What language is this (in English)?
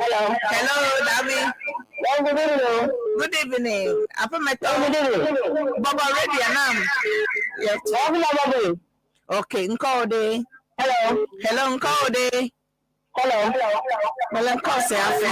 Ewe